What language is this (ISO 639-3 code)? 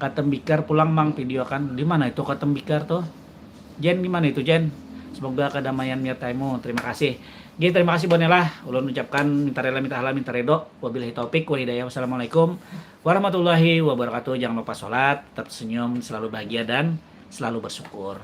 bjn